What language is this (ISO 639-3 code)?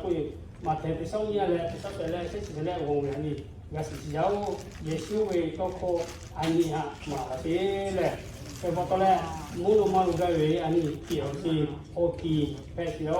lhu